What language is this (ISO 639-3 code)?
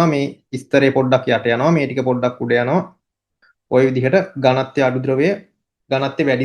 sin